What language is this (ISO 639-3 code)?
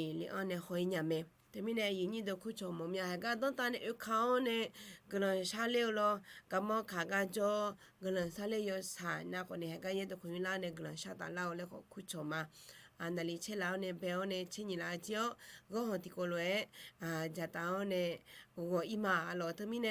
ahk